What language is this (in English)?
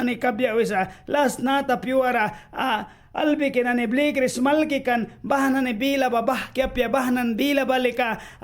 Mískito